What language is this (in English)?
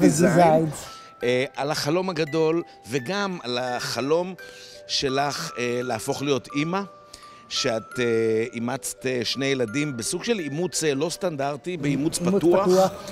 Hebrew